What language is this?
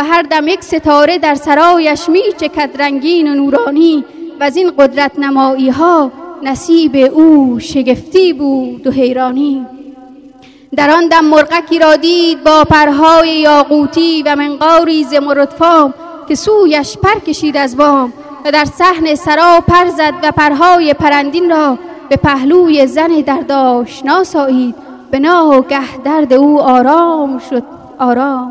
Persian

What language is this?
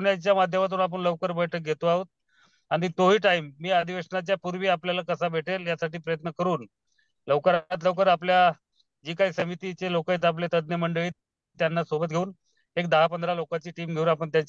Marathi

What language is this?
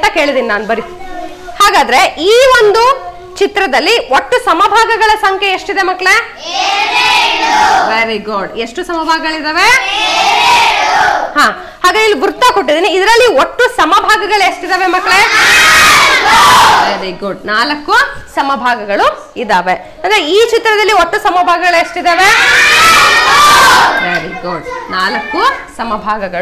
Kannada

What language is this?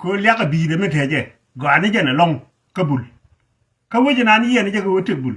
Nuer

